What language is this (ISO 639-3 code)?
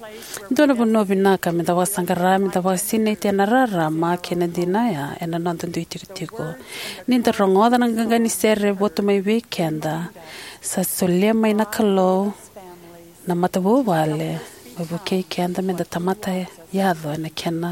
fij